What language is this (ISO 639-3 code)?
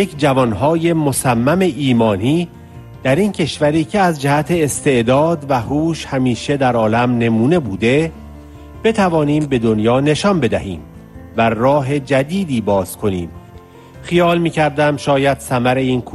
fas